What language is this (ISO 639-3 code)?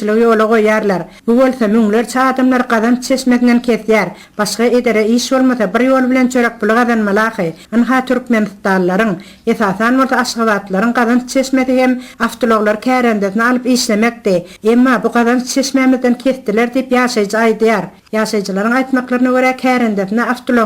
tuk